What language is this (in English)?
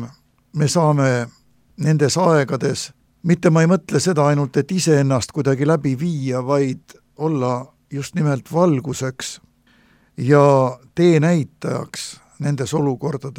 Estonian